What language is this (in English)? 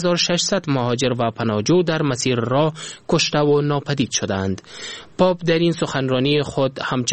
Persian